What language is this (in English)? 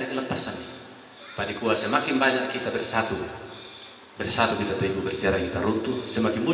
Toraja-Sa'dan